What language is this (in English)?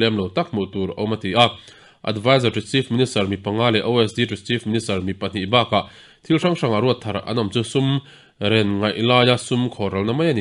Mizo